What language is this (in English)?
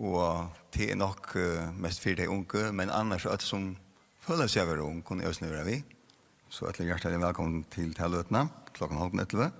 Faroese